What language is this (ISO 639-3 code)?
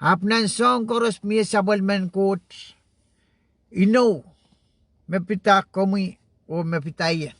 pon